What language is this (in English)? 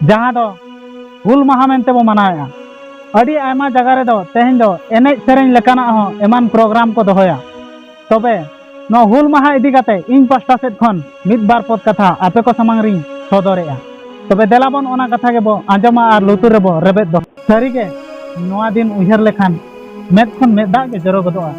Santali